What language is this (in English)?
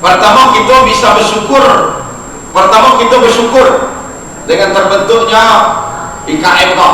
Minangkabau